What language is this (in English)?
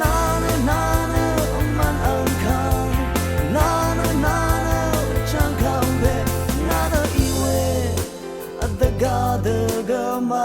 Rawang